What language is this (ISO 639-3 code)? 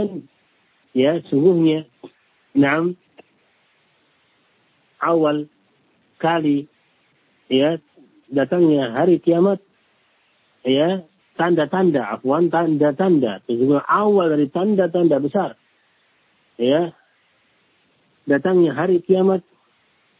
ind